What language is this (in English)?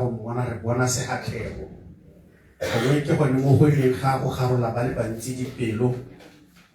Tswana